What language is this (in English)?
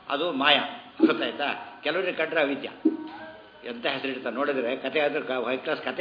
Kannada